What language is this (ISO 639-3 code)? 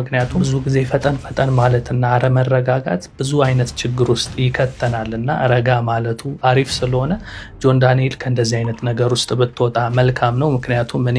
amh